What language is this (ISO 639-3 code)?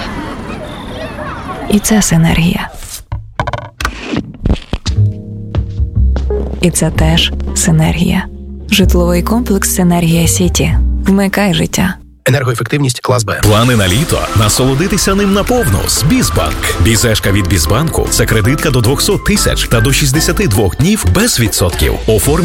ukr